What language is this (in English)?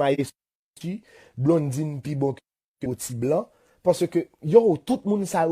Haitian Creole